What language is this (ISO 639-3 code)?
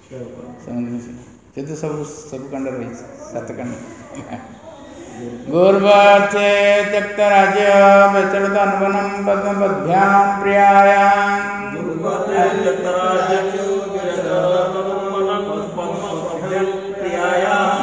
ori